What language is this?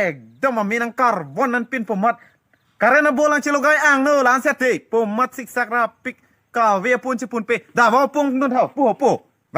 Karbi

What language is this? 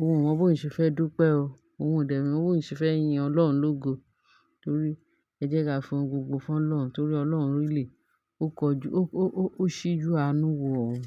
Yoruba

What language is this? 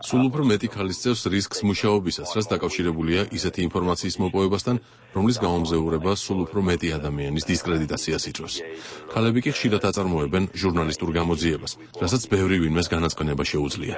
Georgian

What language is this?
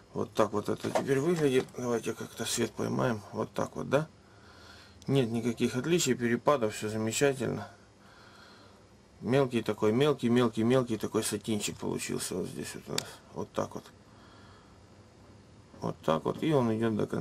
Russian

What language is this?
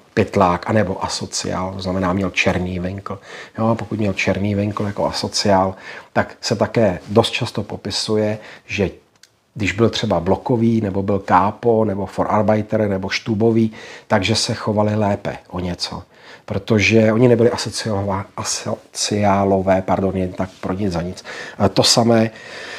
Czech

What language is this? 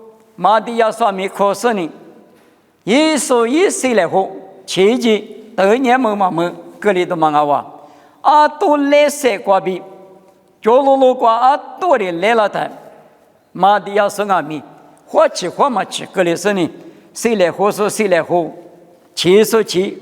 Lisu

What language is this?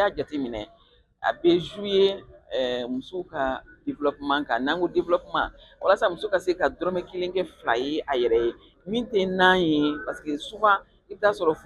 Bambara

